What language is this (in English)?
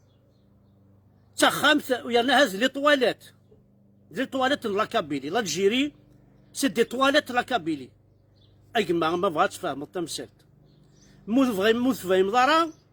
Kabyle